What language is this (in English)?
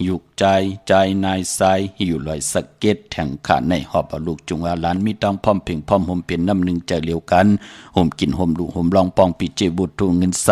Shan